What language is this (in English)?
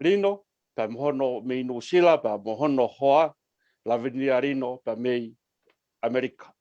Tongan